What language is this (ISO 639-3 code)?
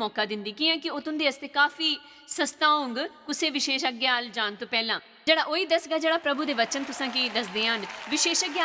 doi